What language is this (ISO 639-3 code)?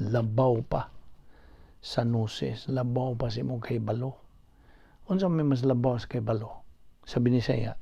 ceb